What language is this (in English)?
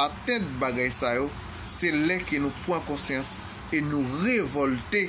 Haitian Creole